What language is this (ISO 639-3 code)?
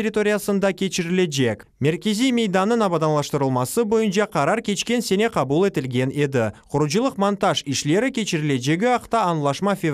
crh